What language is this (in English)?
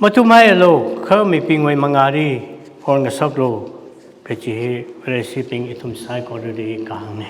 Tangkhul Naga (India)